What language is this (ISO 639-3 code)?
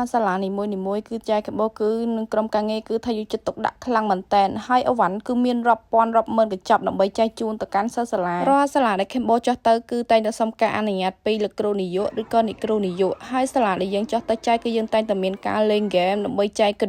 khm